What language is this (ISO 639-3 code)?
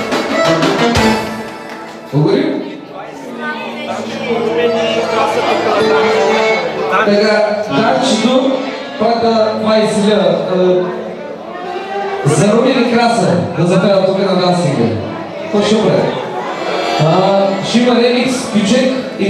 bul